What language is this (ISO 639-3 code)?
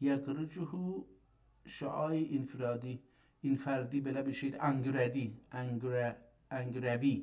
azb